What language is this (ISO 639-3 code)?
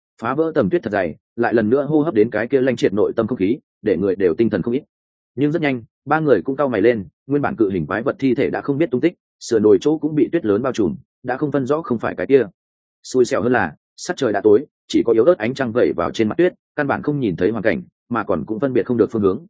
vie